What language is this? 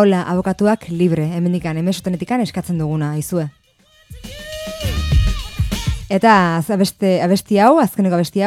Basque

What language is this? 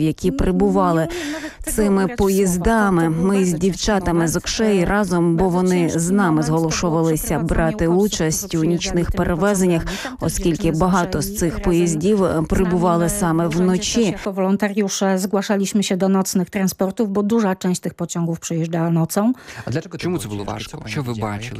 Ukrainian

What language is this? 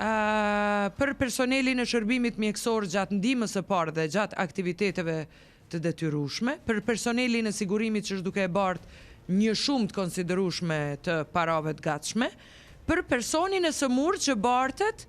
Albanian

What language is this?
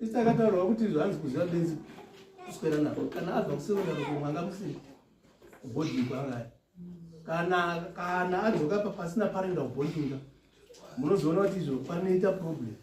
Shona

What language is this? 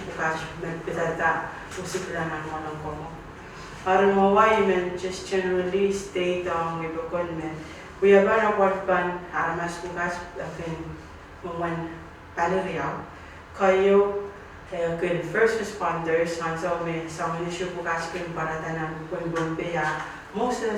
Pohnpeian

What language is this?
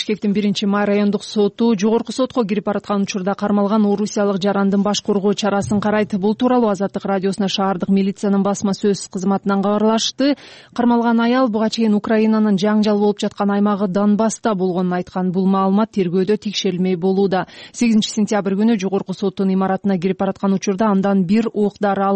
Kyrgyz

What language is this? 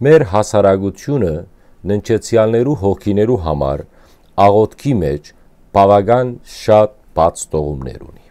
Western Armenian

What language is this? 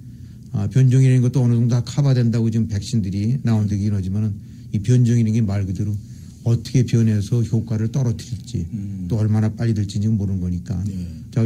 Korean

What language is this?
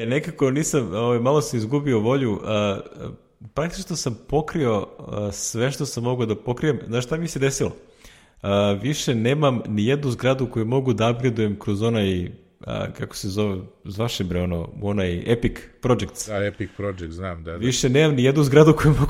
Serbian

